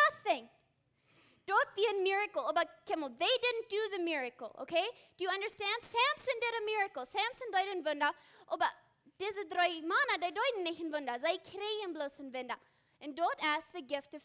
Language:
Plautdietsch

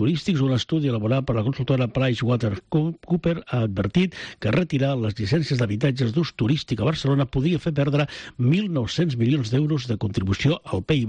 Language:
Catalan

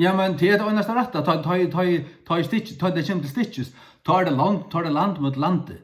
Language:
Faroese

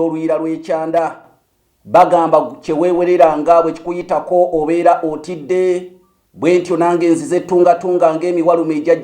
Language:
Ganda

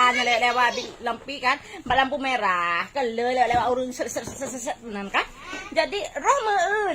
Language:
Achinese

